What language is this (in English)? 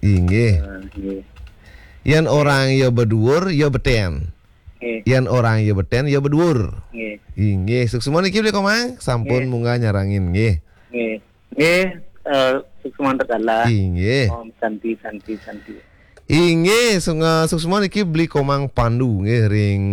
Balinese